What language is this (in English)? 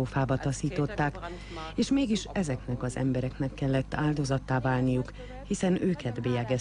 Hungarian